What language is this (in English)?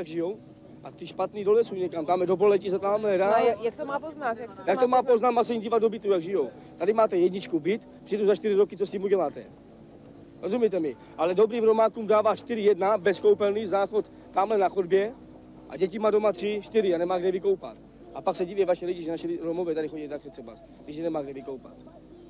Czech